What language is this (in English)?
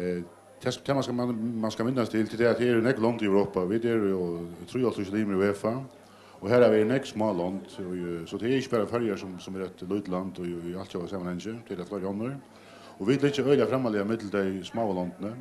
Faroese